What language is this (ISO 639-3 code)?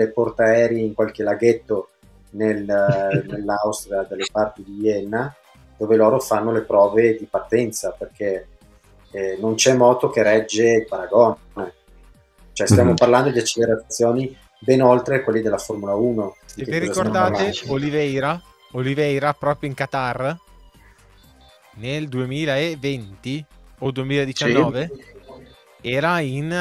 ita